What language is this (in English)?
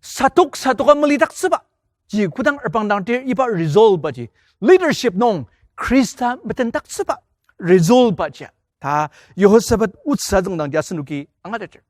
Ao Naga